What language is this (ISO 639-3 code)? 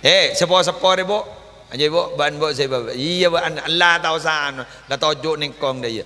mad